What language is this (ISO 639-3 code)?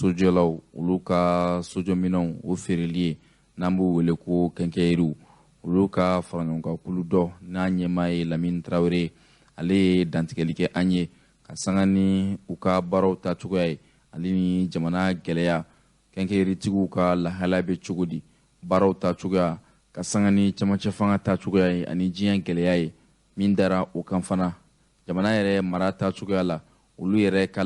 bam